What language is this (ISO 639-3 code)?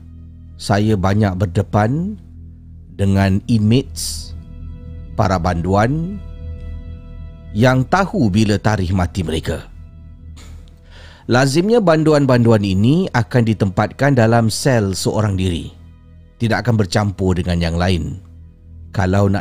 msa